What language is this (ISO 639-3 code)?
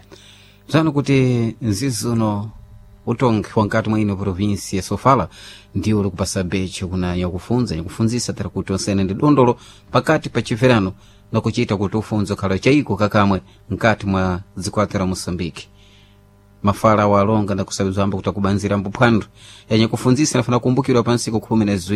seh